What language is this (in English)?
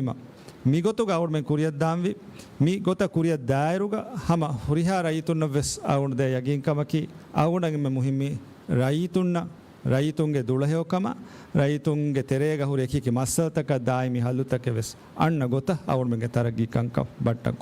Divehi